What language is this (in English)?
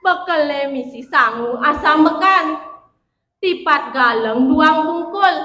Balinese